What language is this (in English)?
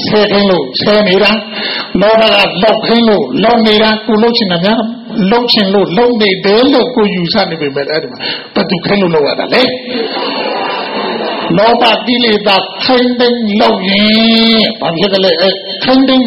Burmese